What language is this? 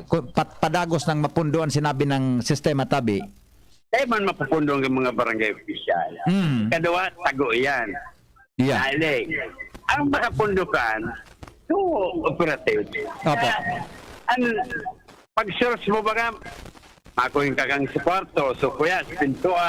Bikol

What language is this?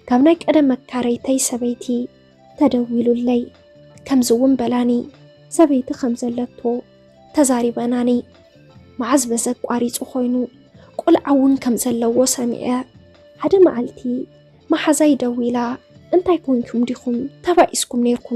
Tigrinya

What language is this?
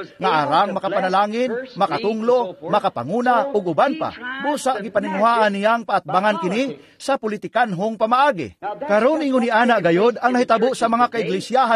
Cebuano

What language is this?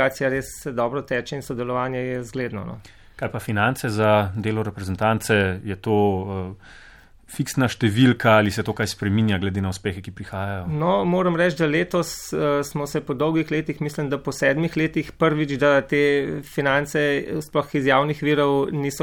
Slovenian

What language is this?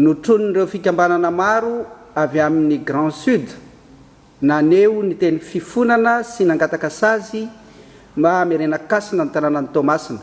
Malagasy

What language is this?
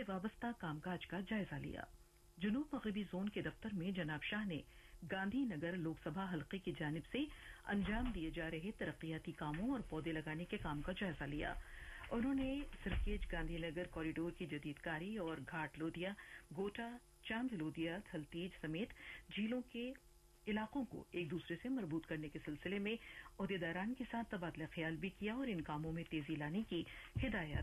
Urdu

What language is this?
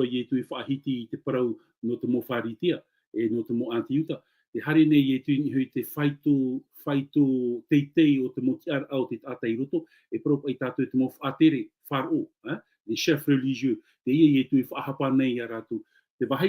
Tahitian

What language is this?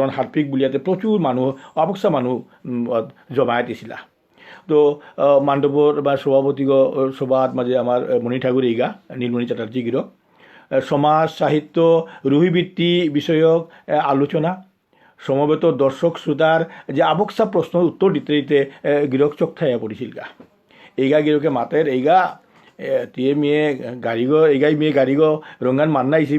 Bishnupriya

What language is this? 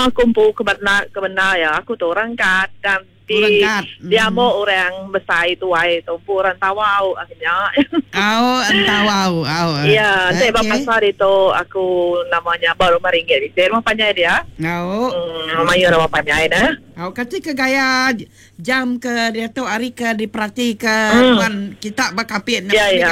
Iban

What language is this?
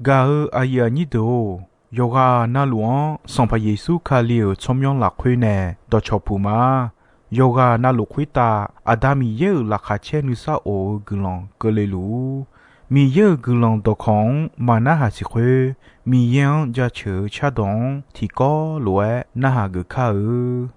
Akha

